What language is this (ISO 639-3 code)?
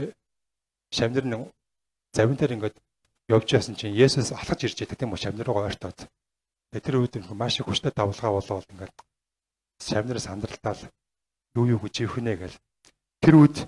mon